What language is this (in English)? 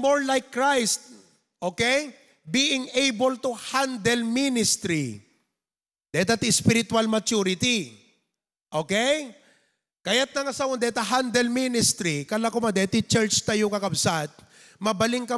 Iloko